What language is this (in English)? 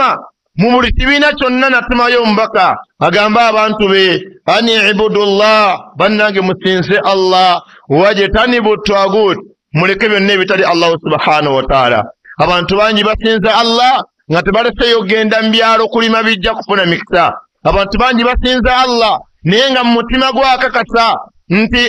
Ganda